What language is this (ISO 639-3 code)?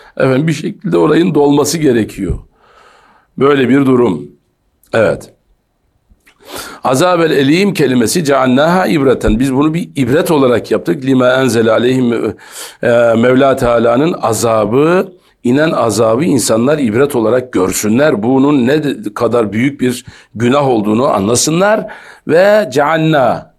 tur